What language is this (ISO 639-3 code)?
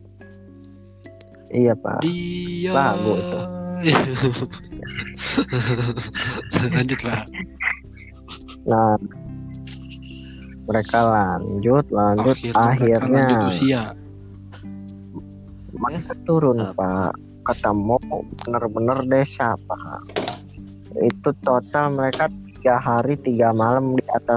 ind